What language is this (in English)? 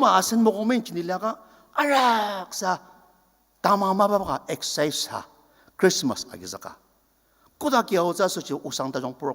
Ao Naga